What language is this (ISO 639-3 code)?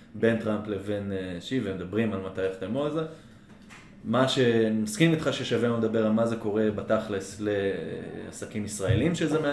heb